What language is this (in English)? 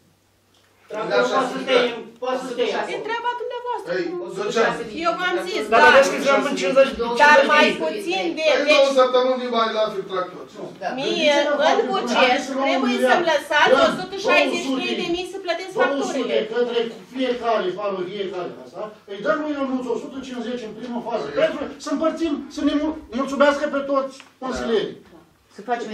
Romanian